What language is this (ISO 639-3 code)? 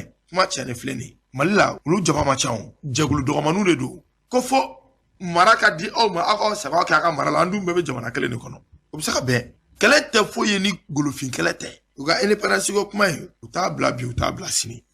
bam